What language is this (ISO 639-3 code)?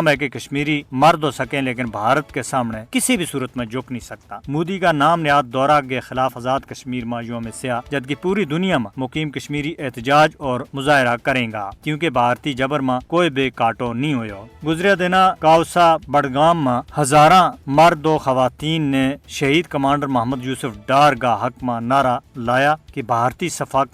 gju